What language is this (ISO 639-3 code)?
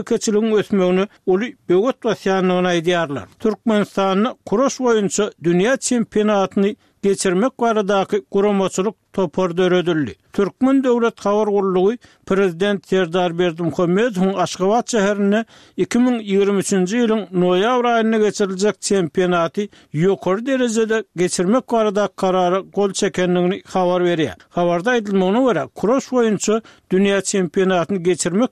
tuk